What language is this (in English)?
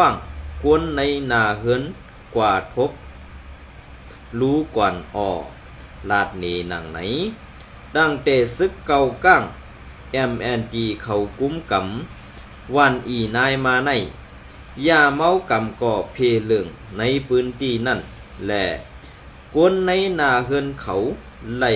Shan